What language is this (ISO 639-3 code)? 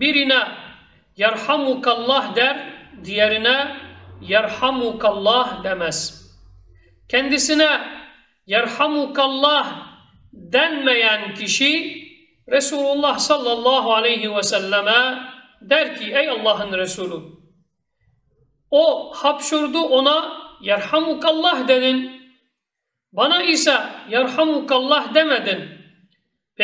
tur